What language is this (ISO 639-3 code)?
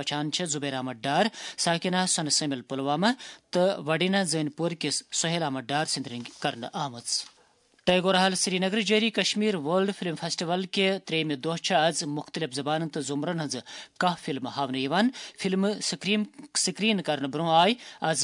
kas